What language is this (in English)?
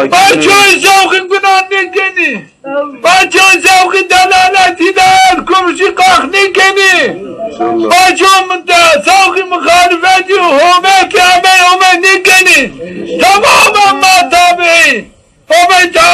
Zaza